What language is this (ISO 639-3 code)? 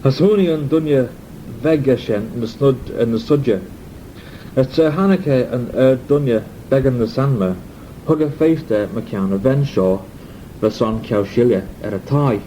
glv